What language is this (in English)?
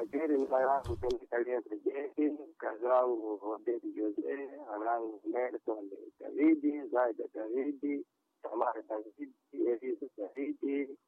Sena